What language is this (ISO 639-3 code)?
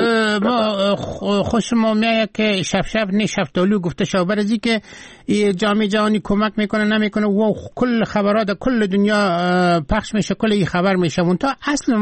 fas